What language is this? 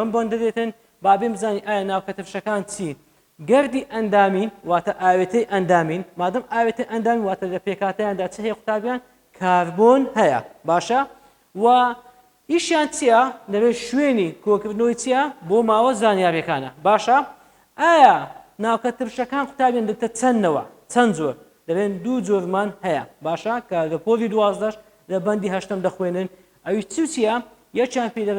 Central Kurdish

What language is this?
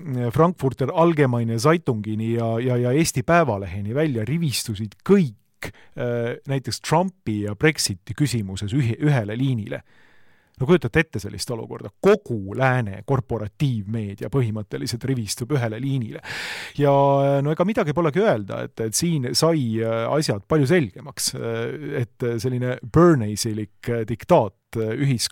Estonian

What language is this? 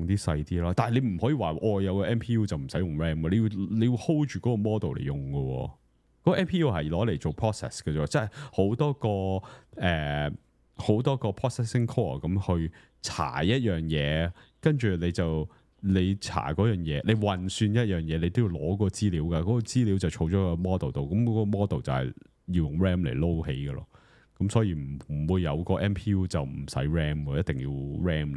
Cantonese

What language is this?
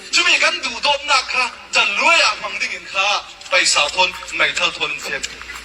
Hakha Chin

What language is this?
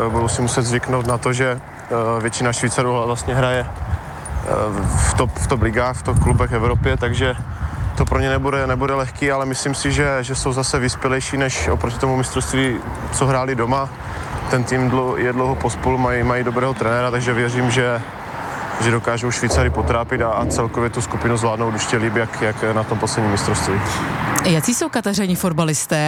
Czech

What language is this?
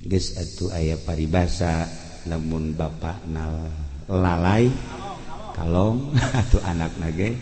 Sundanese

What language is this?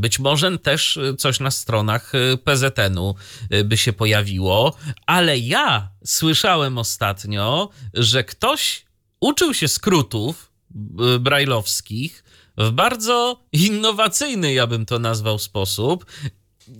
Polish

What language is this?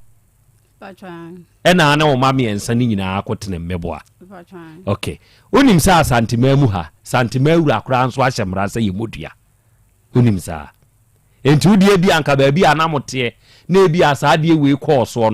Akan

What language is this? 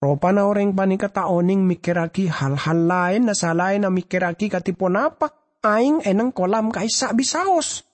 Madurese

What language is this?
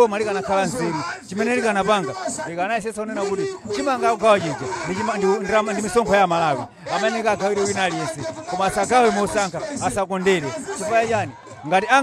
Nyanja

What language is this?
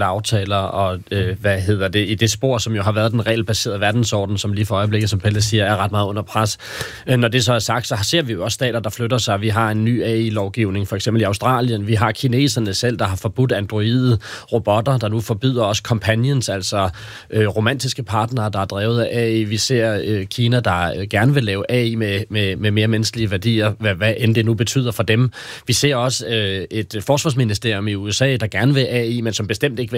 Danish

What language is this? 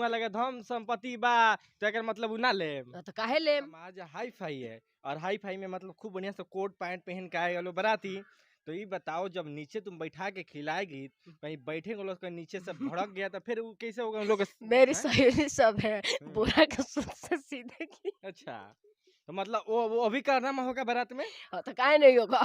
Bhojpuri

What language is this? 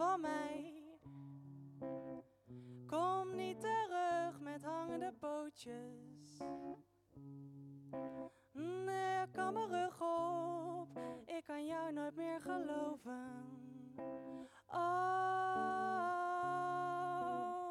Dutch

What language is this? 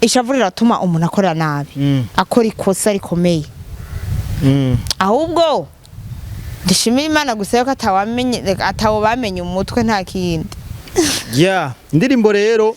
Rundi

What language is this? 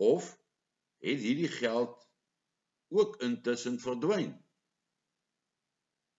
Afrikaans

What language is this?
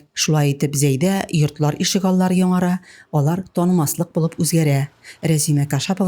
Tatar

